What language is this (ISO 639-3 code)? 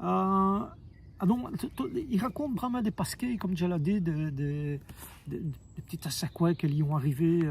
wln